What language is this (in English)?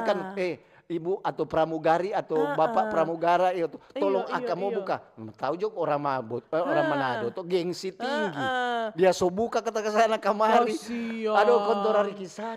Manado Malay